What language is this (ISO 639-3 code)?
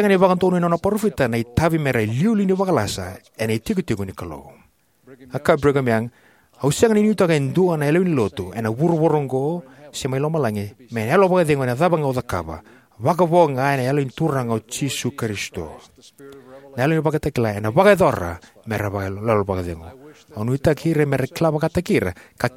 fij